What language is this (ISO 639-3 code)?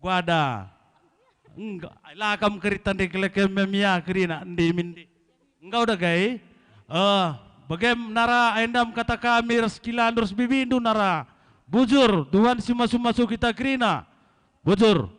btx